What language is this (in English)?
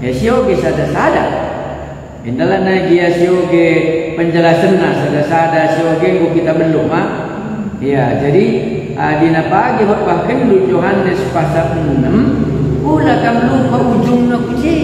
Batak Karo